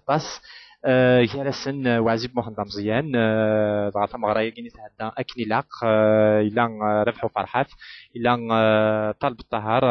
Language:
Kabyle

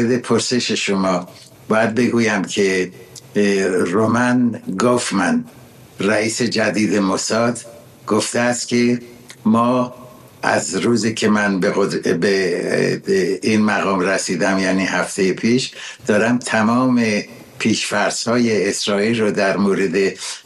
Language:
Persian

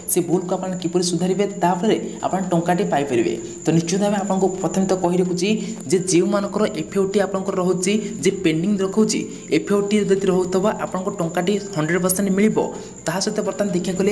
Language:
Odia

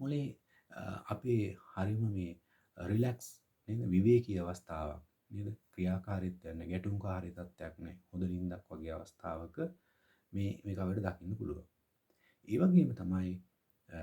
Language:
Sinhala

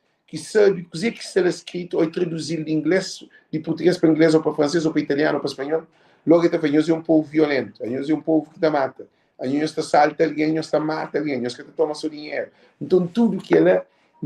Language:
Kabuverdianu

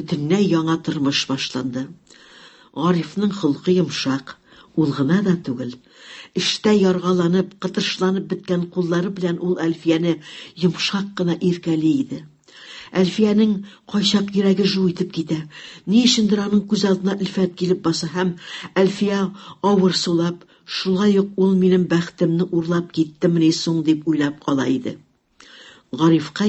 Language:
Tatar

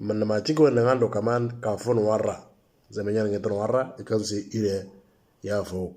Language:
Moro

